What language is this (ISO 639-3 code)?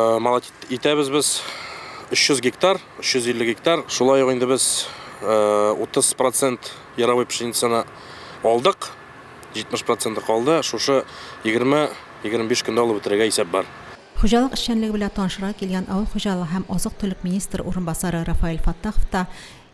tat